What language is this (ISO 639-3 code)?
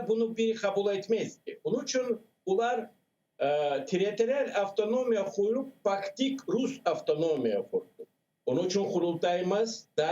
crh